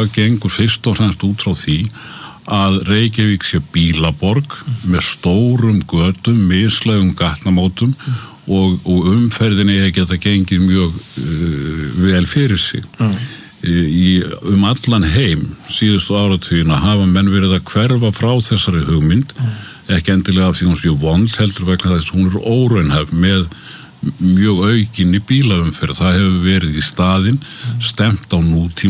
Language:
Icelandic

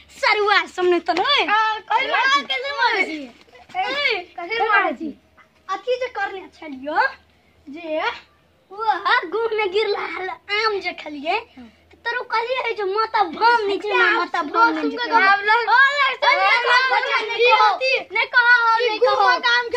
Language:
Maithili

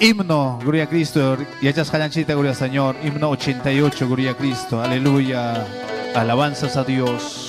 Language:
Ayacucho Quechua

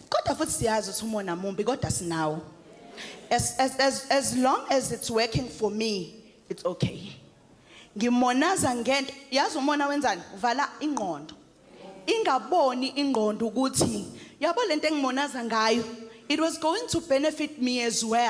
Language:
Zulu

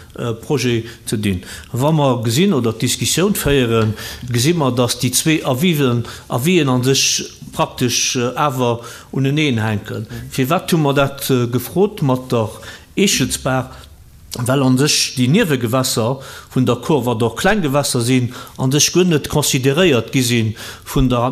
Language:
Luxembourgish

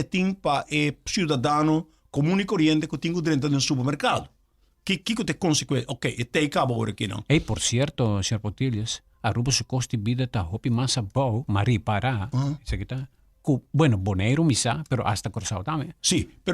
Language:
Papiamento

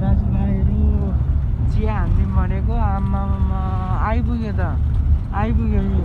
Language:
Nepali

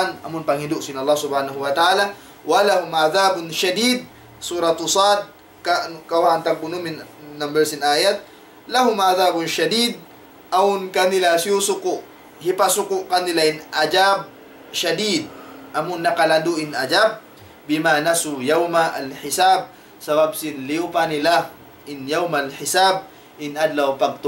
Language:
Tausug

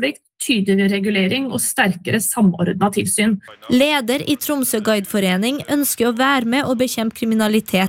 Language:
Norwegian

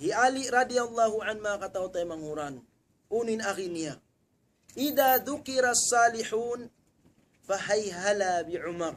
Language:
Tausug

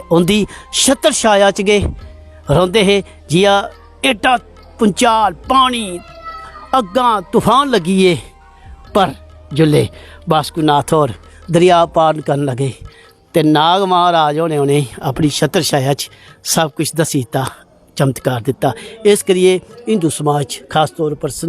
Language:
Dogri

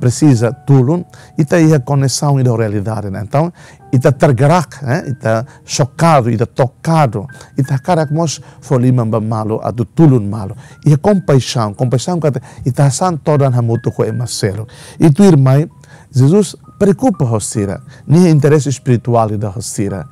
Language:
Tetum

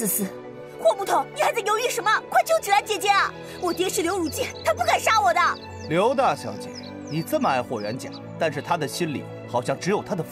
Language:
Chinese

